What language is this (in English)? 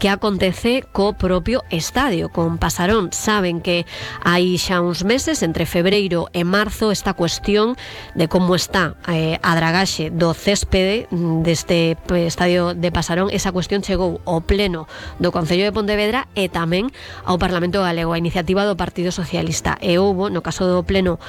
Galician